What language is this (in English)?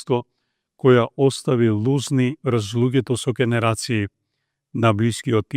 Macedonian